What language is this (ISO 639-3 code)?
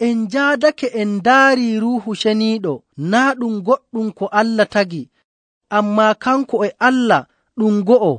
fuv